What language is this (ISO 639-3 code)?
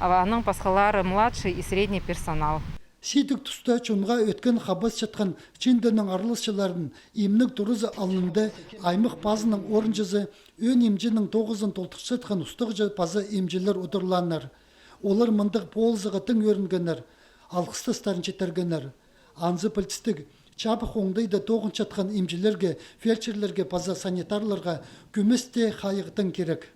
kjh